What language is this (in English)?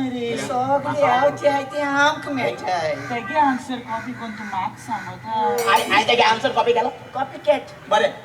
Konkani